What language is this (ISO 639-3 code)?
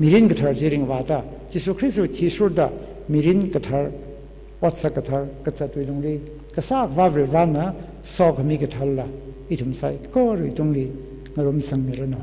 nmf